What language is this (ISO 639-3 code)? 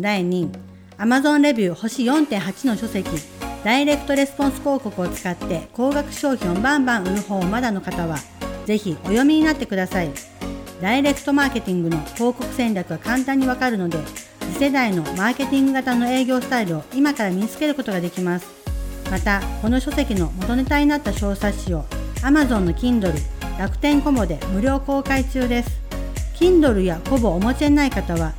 jpn